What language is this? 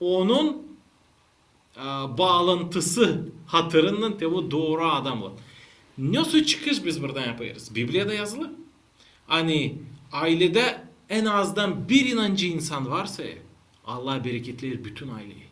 Gagauz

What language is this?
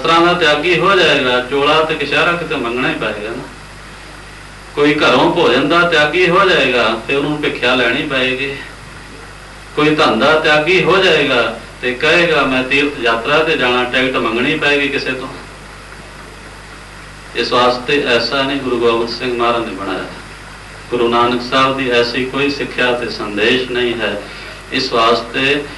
Punjabi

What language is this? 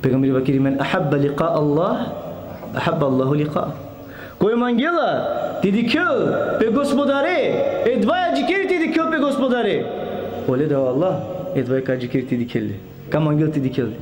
Balkan Romani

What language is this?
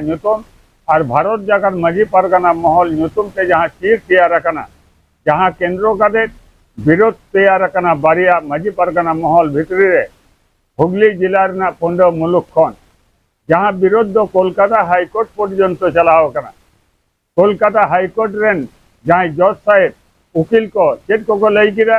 Santali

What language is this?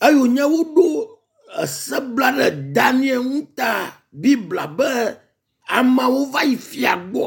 Ewe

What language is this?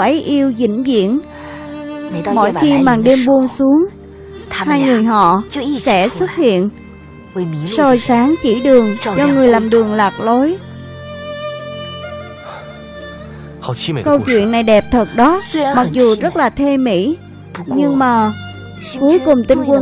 Vietnamese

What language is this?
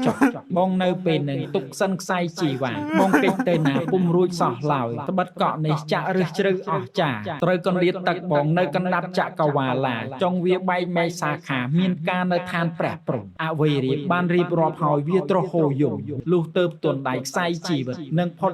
Khmer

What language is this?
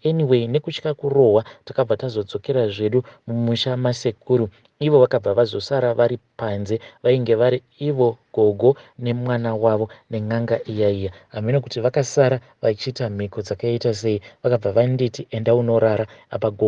Shona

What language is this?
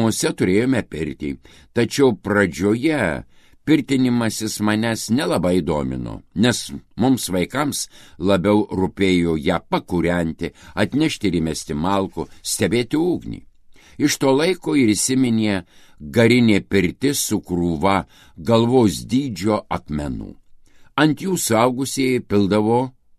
Lithuanian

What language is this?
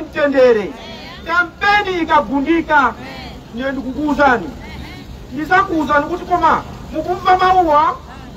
Nyanja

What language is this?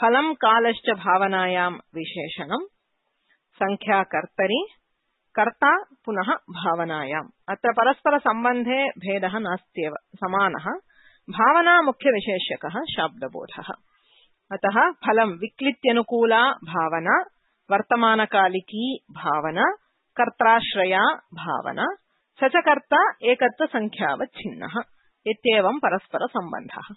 Sanskrit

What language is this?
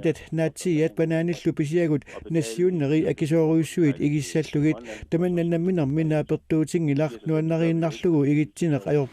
Kalaallisut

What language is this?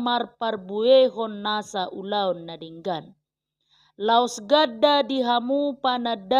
Batak Toba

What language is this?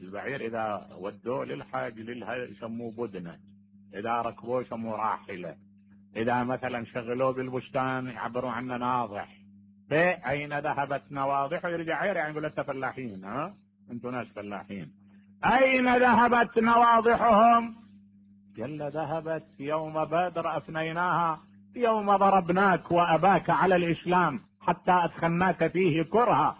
Mesopotamian Arabic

